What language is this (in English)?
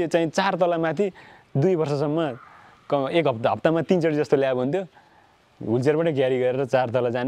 Nepali